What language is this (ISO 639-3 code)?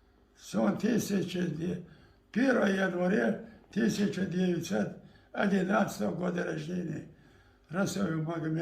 che